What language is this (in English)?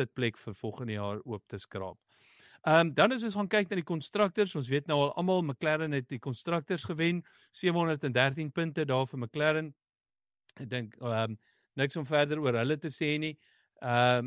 Afrikaans